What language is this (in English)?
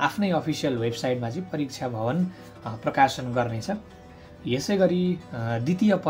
Nepali